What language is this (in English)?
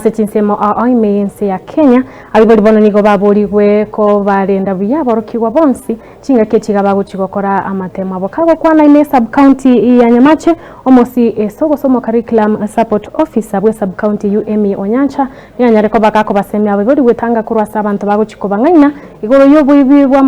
Gusii